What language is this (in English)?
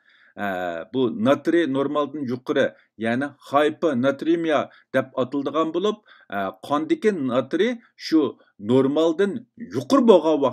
Uyghur